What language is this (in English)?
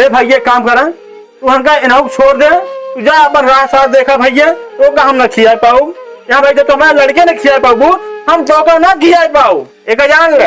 Awadhi